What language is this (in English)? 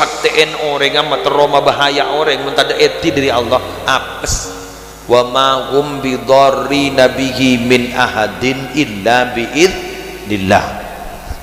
Madurese